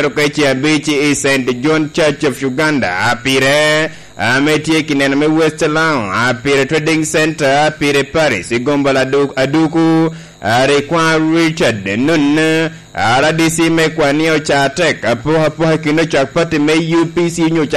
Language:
Lango (Uganda)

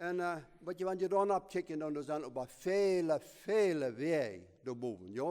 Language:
Plautdietsch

